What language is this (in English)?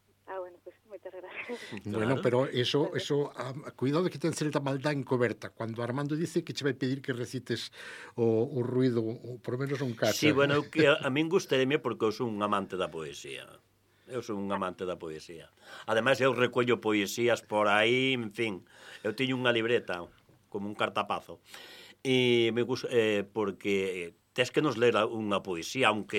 Galician